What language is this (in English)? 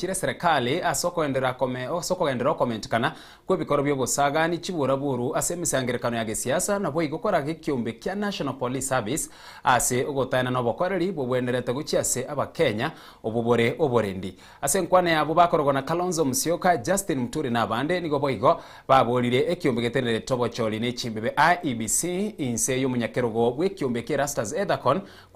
Gusii